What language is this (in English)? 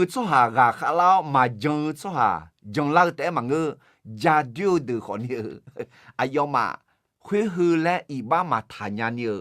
Akha